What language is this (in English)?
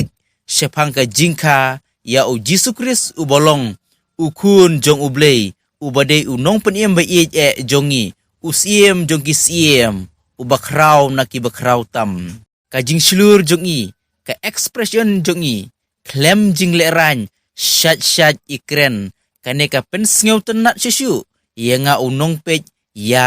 Khasi